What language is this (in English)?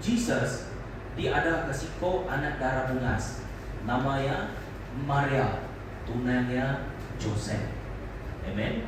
Iban